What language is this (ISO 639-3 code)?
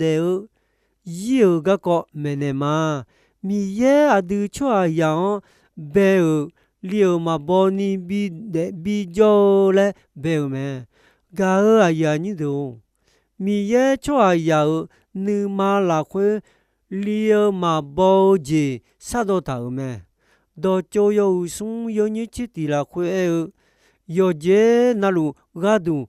ahk